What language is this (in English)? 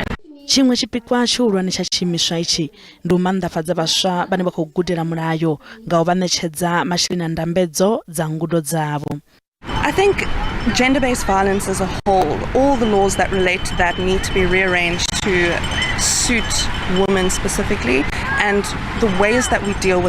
Venda